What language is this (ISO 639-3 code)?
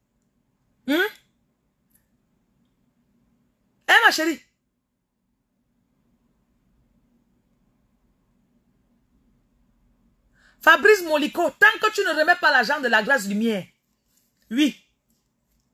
fra